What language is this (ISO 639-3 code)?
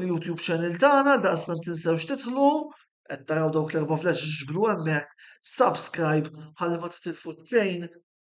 mlt